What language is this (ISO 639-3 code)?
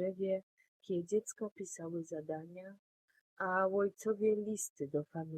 szl